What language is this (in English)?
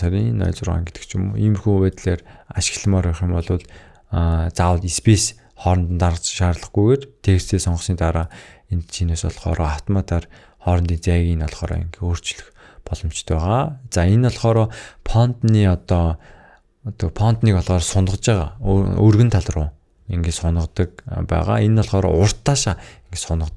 Mongolian